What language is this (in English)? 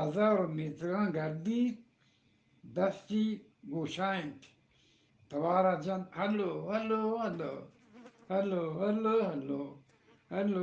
Eastern Balochi